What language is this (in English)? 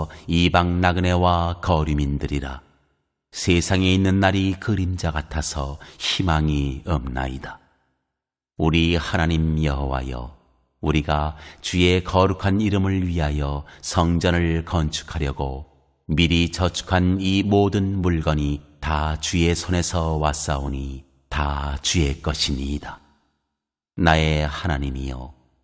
Korean